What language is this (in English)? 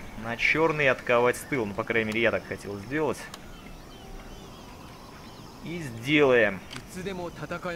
Russian